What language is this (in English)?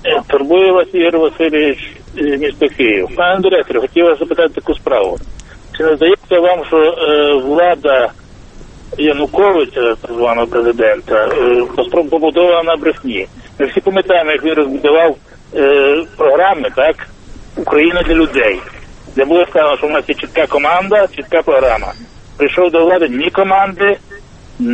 Ukrainian